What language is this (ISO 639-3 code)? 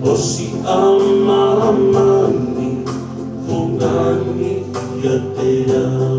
ton